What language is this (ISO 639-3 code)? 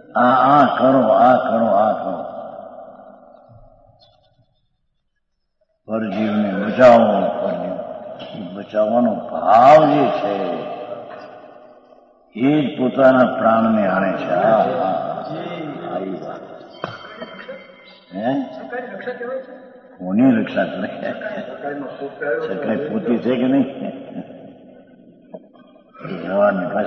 guj